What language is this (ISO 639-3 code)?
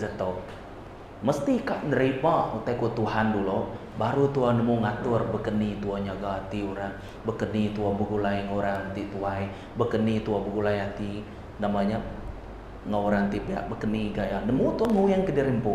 iba